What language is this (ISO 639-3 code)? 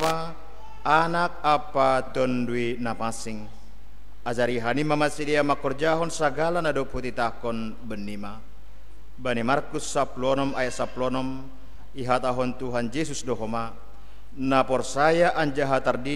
bts